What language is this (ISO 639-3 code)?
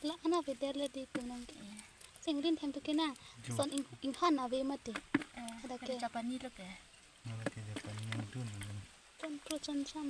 mjw